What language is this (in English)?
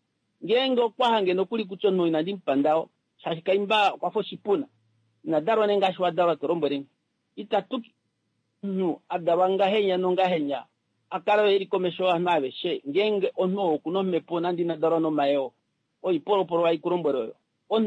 Kuanyama